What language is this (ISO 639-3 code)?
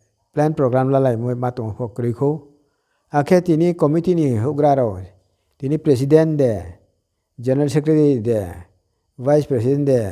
ria